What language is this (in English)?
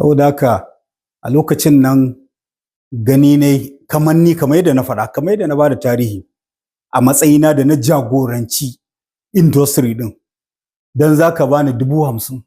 Hausa